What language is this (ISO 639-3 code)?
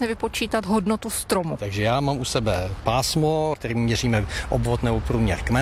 ces